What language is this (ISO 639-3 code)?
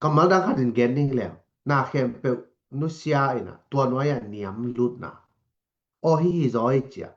ctd